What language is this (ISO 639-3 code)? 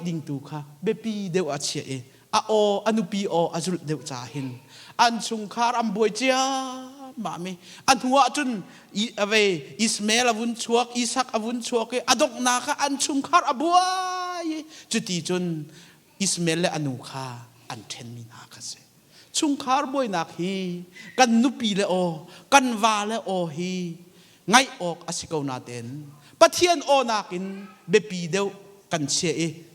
cnh